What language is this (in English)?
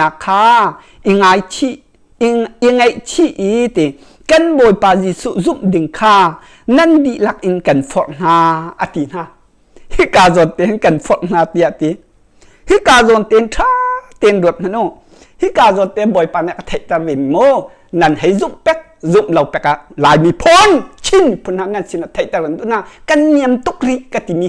Hakha Chin